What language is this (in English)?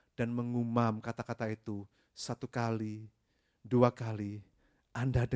Indonesian